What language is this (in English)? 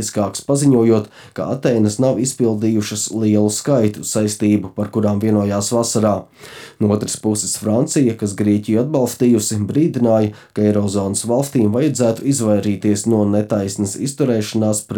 Latvian